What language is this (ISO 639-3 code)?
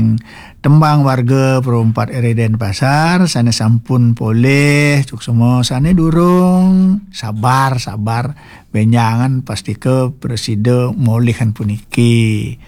ban